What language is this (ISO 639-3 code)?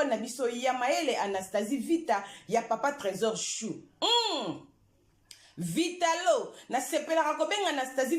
lin